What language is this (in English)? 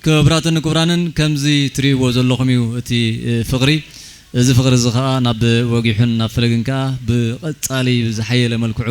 Tigrinya